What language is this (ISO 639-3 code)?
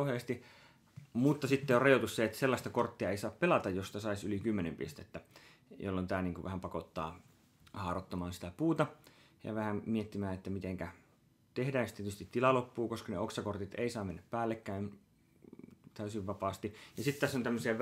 fin